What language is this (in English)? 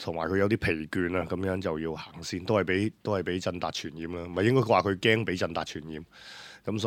Cantonese